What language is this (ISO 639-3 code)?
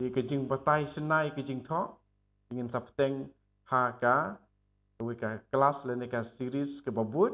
kha